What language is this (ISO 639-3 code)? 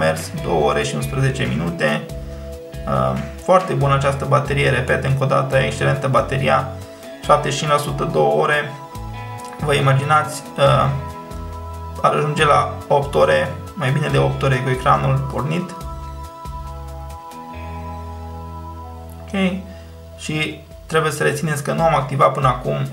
ron